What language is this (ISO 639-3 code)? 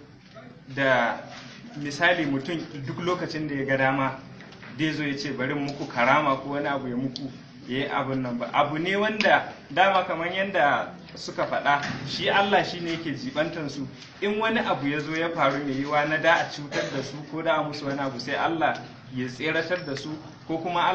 hau